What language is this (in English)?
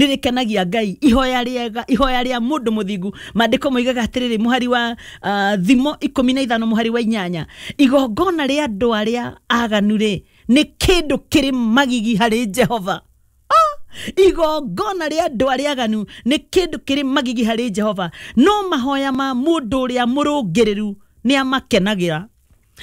Kikuyu